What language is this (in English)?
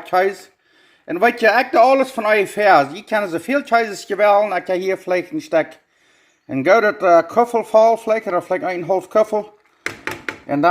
Plautdietsch